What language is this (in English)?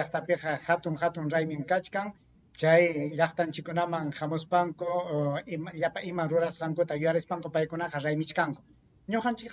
Ayacucho Quechua